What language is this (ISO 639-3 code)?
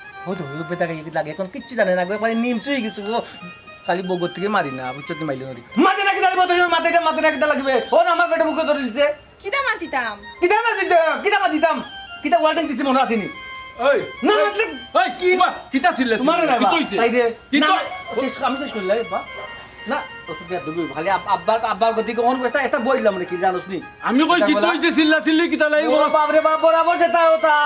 syl